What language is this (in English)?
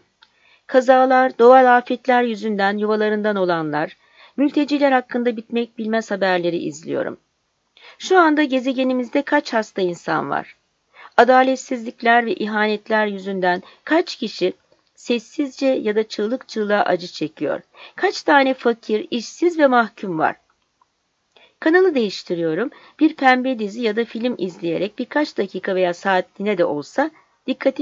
Turkish